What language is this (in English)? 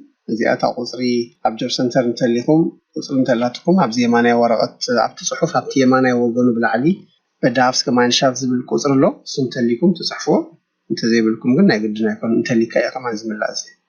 Tigrinya